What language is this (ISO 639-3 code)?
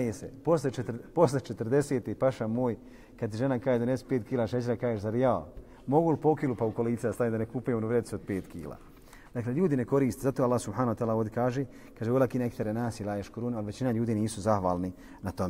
bos